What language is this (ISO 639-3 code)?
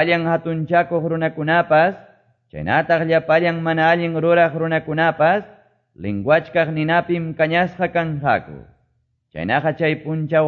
que